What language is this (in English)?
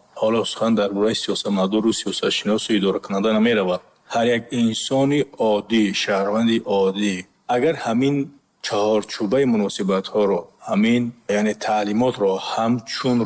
Tajik